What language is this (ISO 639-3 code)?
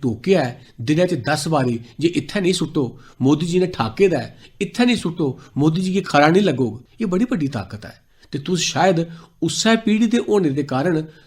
doi